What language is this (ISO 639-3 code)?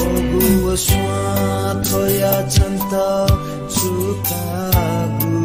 new